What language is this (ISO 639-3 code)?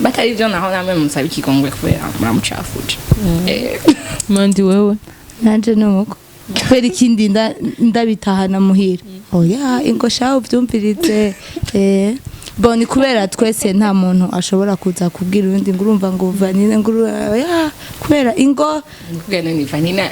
run